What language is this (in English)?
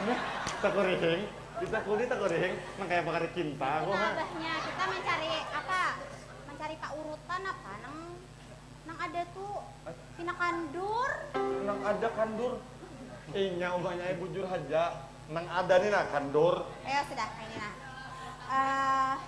Banjar